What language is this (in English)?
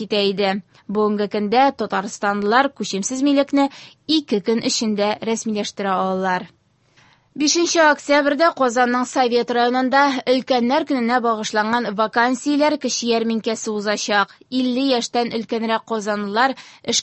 Tatar